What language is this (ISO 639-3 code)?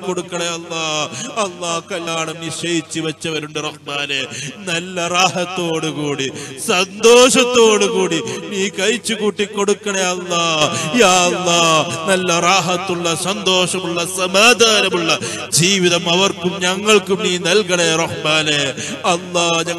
mal